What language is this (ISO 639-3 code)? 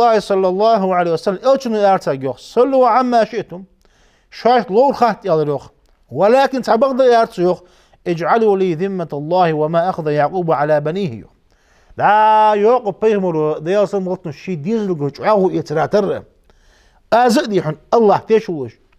inh